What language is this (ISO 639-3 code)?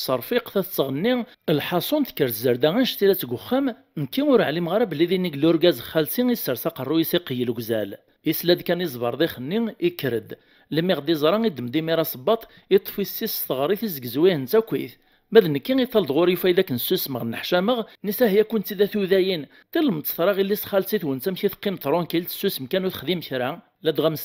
kab